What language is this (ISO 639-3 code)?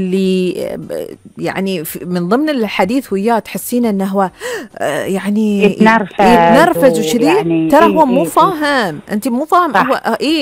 afb